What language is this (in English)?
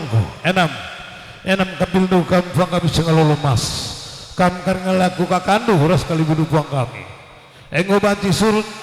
Batak Karo